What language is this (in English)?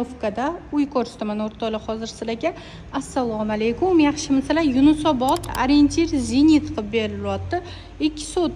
Uzbek